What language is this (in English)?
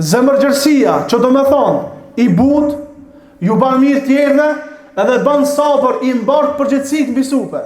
Albanian